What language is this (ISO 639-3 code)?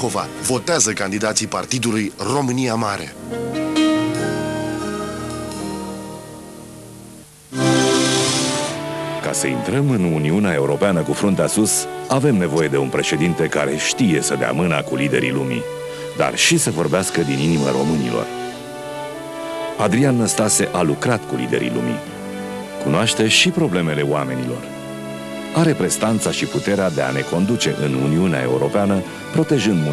ron